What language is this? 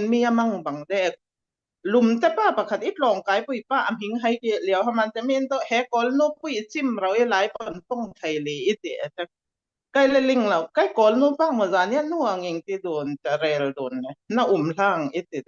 Falam Chin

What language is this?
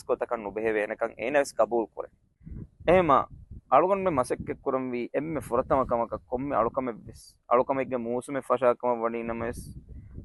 Divehi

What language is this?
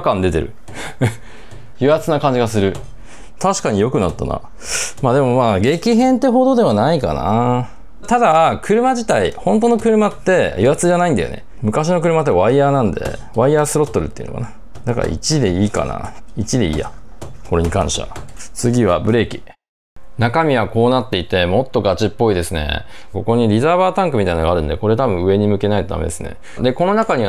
Japanese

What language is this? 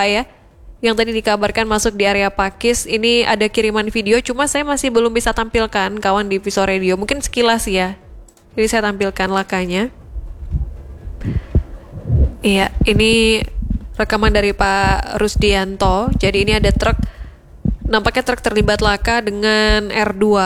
Indonesian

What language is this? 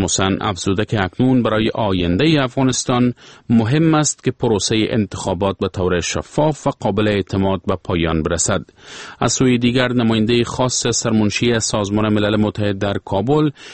Persian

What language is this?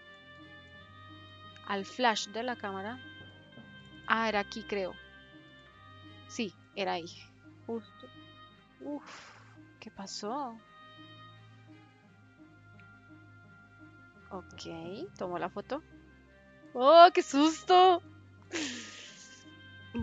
Spanish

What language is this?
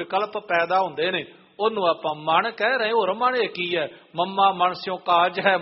Punjabi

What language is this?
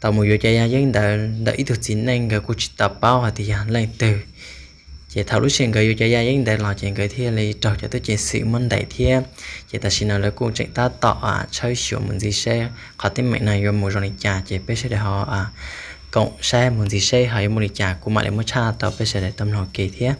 Hmong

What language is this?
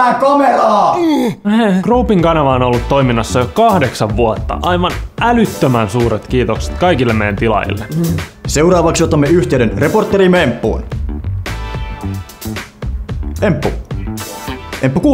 Finnish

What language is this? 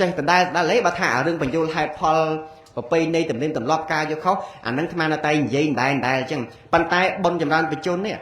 Khmer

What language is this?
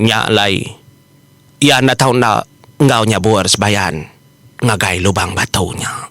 Iban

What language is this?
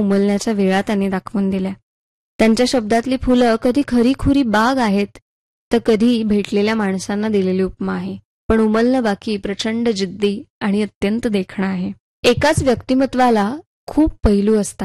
Marathi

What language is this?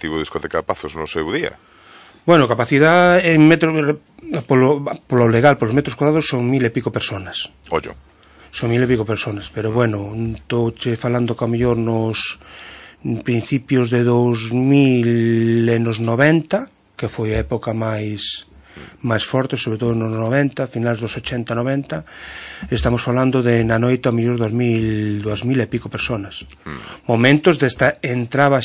Galician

